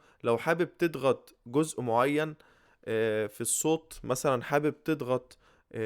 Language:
Egyptian Arabic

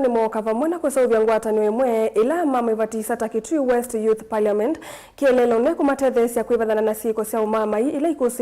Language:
Kamba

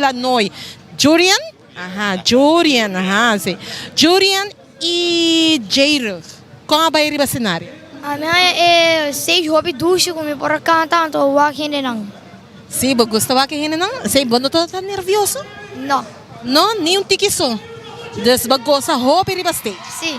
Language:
Papiamento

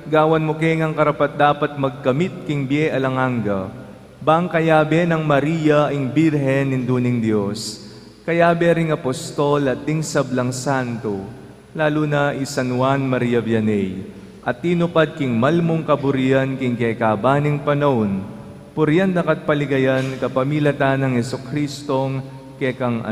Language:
Pampanga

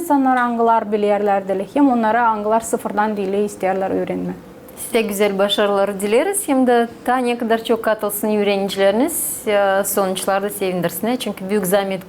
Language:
Gagauz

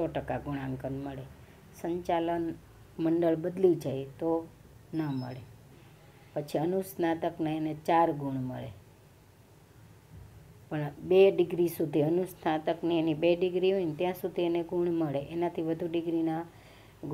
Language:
Gujarati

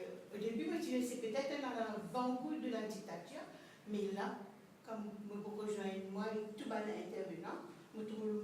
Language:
Morisyen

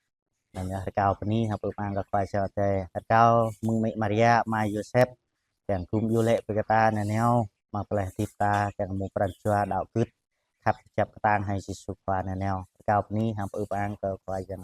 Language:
Jarai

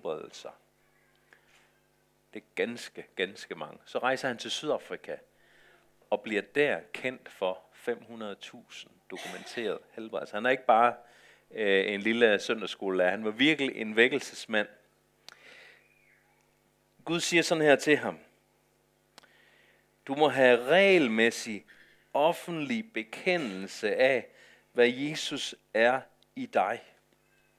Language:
Danish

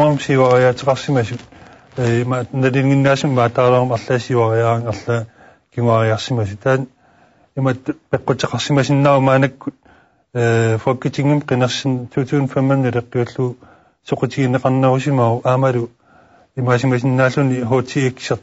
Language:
Kalaallisut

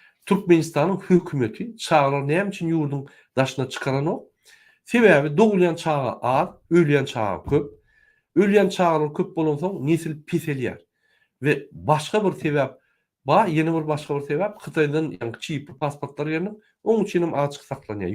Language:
Turkmen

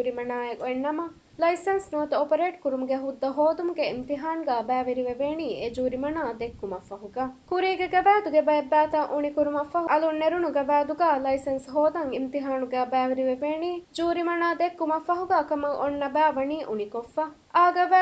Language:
Divehi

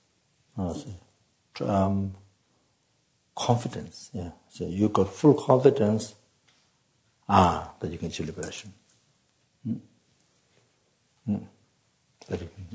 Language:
English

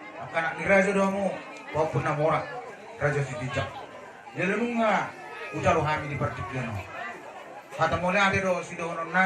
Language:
Batak Toba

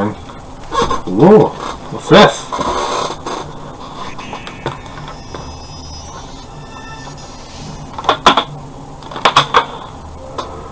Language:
English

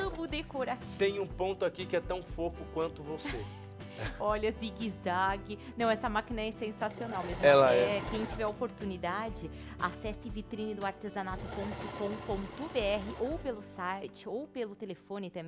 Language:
Portuguese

